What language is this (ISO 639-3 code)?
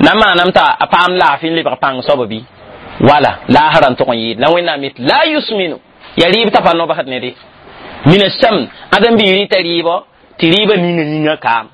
mos